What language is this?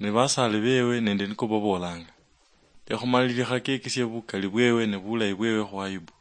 Luyia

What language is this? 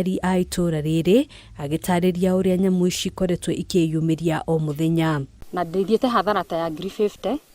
Kikuyu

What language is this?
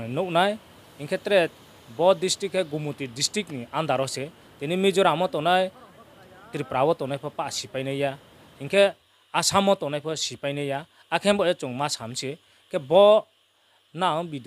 Riang (India)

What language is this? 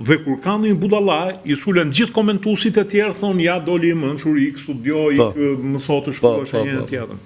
Albanian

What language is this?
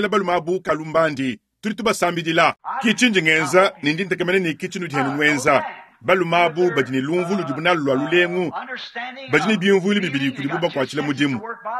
Luba-Lulua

